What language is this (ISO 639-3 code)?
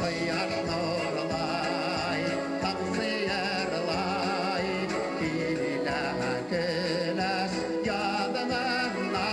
bak